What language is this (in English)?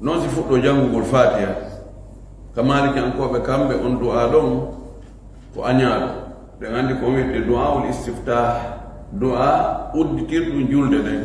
Fula